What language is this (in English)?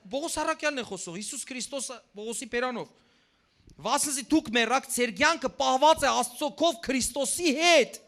Western Armenian